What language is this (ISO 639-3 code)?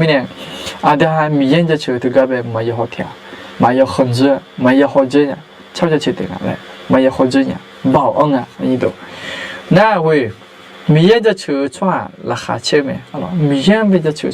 ahk